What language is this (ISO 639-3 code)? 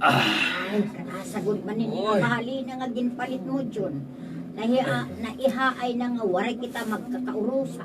war